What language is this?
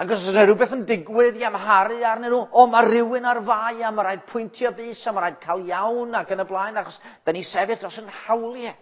Welsh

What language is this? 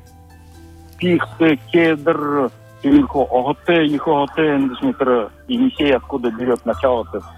Buriat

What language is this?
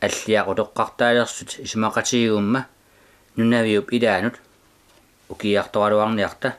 Kalaallisut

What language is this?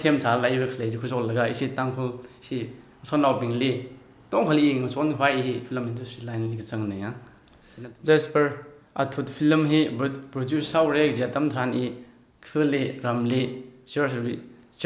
Tangkhul Naga (India)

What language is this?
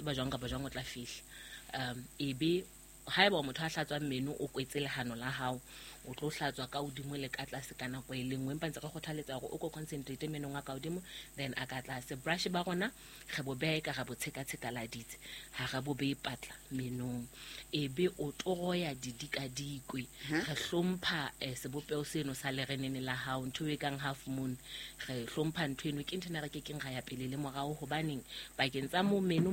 Southern Sotho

